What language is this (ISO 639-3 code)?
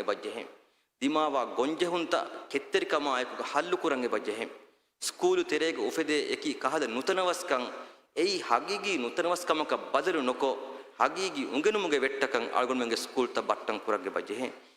div